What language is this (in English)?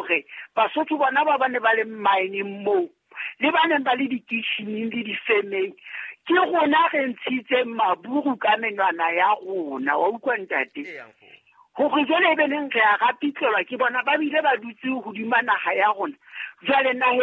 Southern Sotho